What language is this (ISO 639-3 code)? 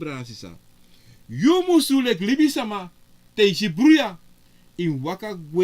srn